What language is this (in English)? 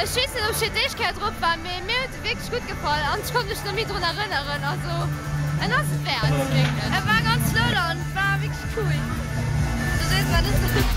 Luxembourgish